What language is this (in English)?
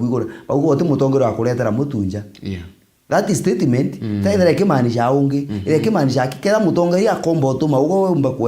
Meru